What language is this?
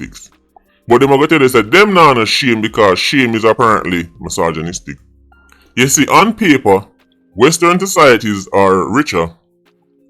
Jamaican Creole English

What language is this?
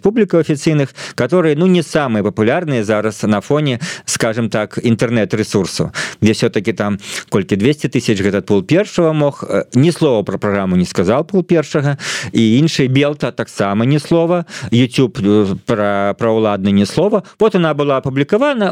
Belarusian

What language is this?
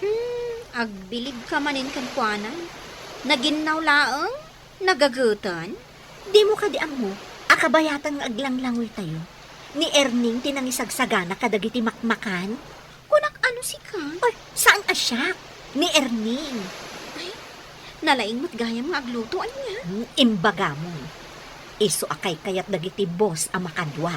Iloko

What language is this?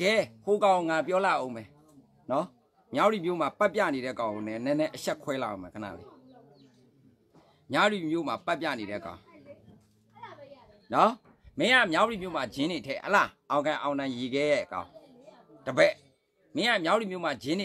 Burmese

